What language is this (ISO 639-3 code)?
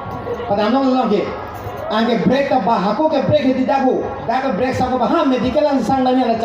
mjw